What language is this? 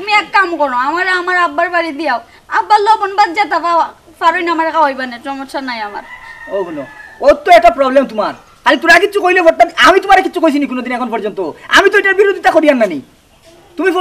Sylheti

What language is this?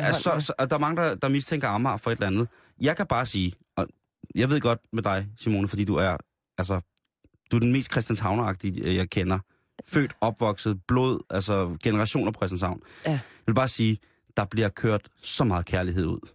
Danish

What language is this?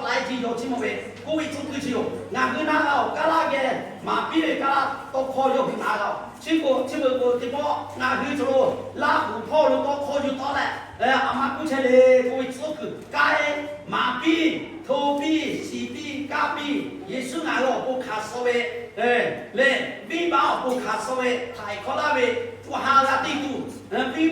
Lahu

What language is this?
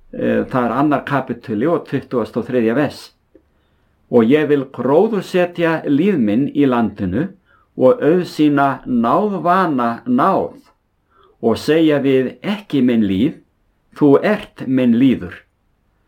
Icelandic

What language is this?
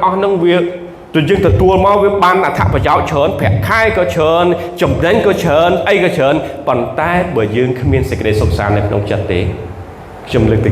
Khmer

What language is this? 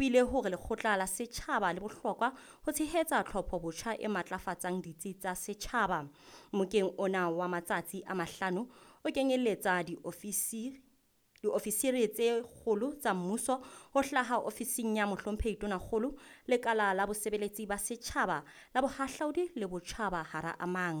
Southern Sotho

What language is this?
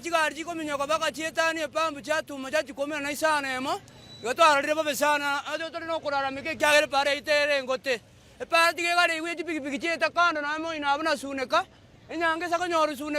Gusii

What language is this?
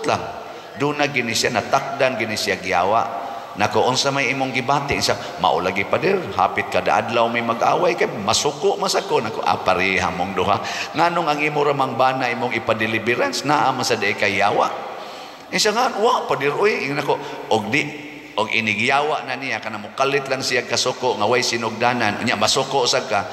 Cebuano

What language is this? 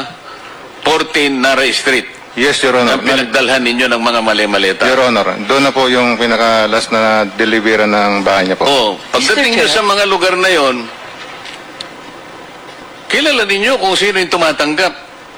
Filipino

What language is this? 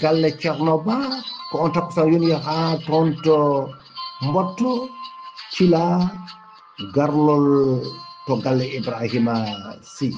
Fula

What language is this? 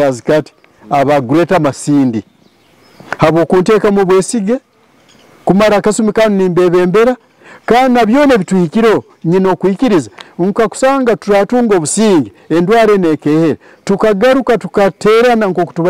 Nyoro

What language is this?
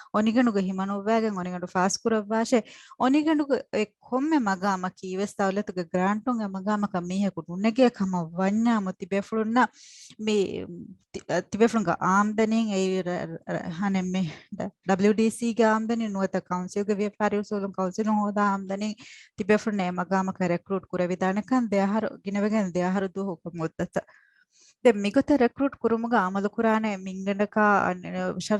Divehi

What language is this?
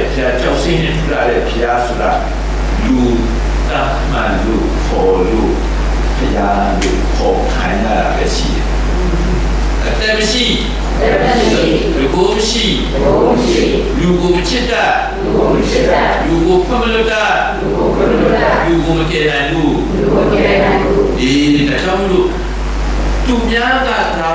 Burmese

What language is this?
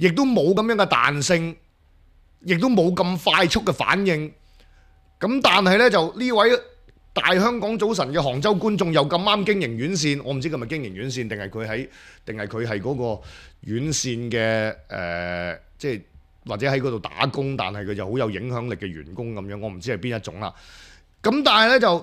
Cantonese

